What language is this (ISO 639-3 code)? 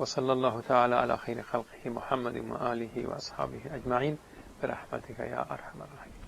fas